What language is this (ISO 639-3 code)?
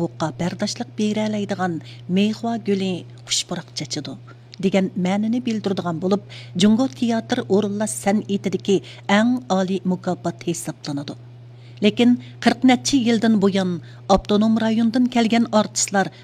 uig